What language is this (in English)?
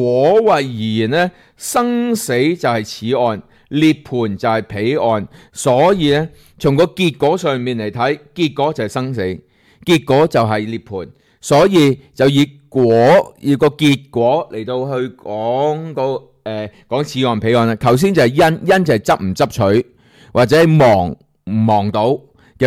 Cantonese